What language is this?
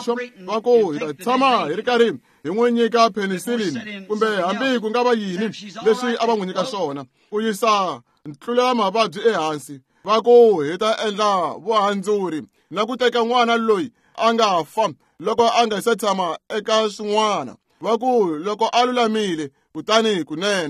Tsonga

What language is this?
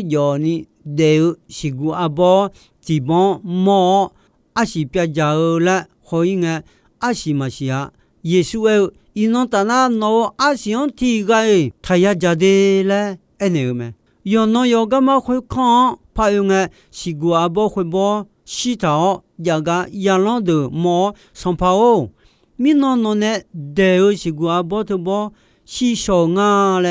Akha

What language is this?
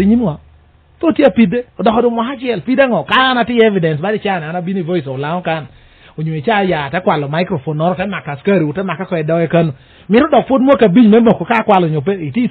Lango (Uganda)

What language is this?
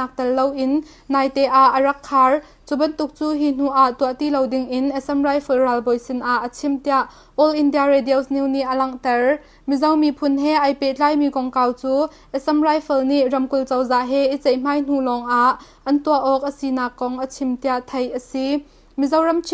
Hakha Chin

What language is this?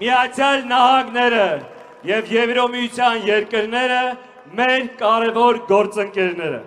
Armenian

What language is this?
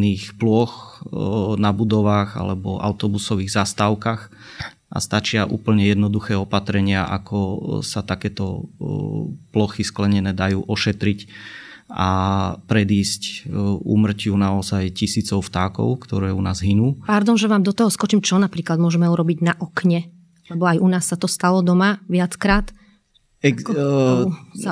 Slovak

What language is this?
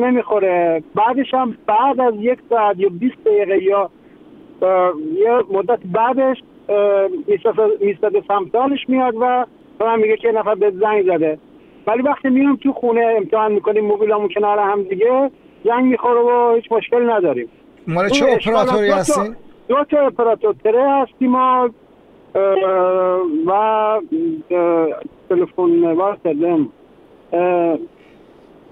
Persian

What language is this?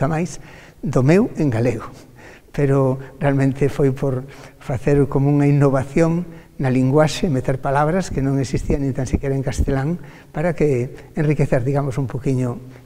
Galician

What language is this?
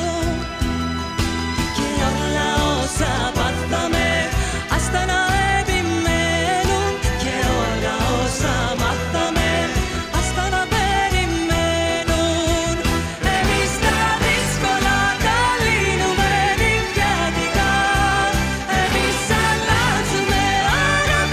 Greek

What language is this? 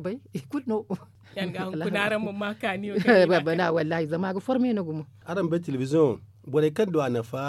Zarma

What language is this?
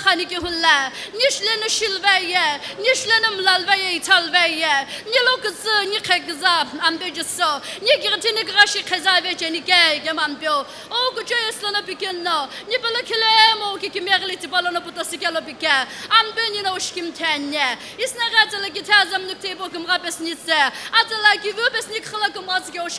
Sumi Naga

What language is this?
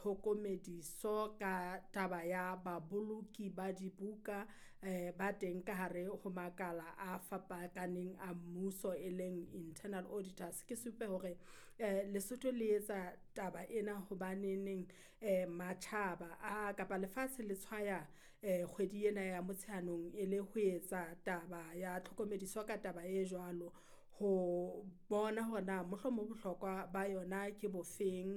Southern Sotho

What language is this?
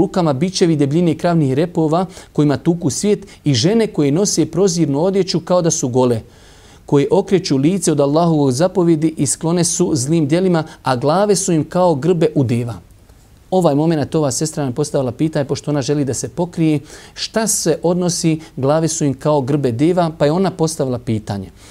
Bosnian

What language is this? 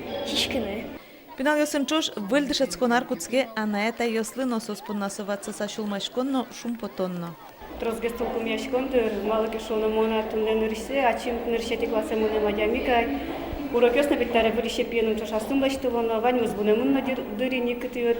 Udmurt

